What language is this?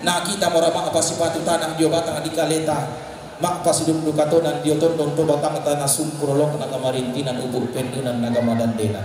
Toraja-Sa'dan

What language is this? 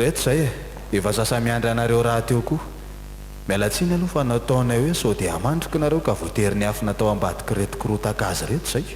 Malagasy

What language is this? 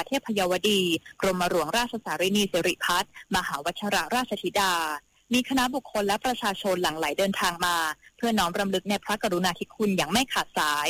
Thai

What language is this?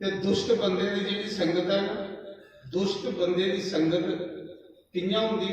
Dogri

